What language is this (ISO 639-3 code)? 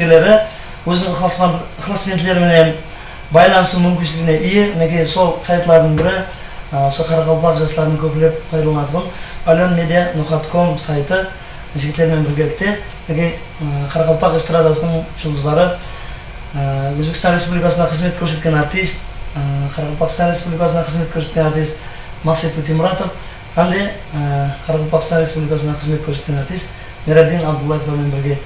kaa